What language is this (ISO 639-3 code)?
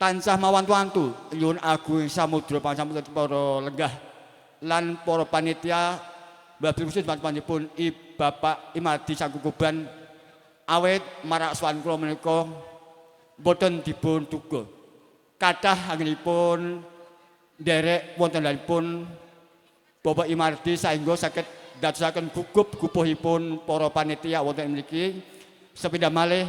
jav